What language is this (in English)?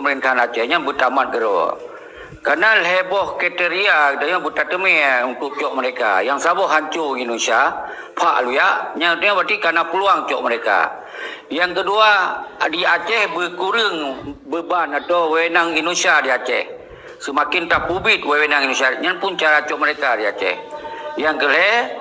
Achinese